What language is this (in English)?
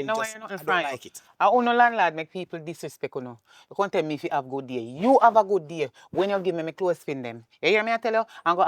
Jamaican Creole English